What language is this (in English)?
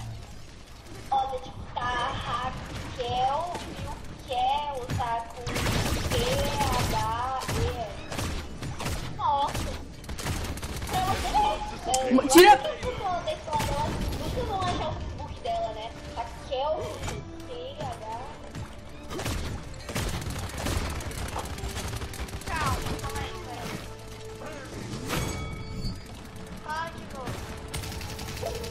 Portuguese